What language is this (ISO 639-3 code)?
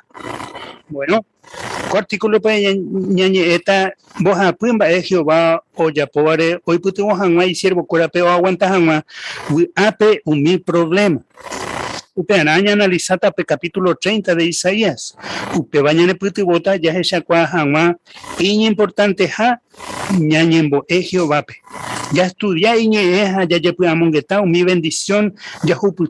grn